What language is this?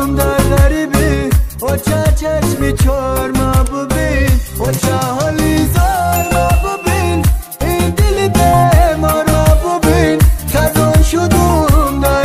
Tajik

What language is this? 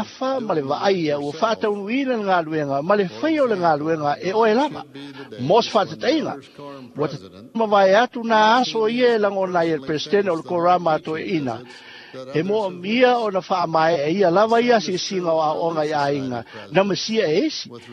Samoan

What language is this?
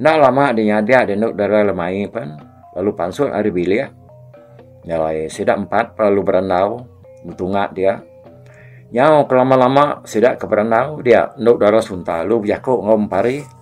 Iban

